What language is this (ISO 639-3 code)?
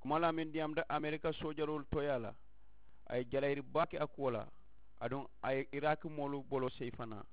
man